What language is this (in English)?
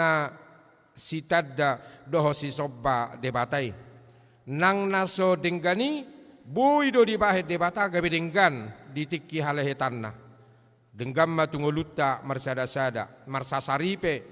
Batak Toba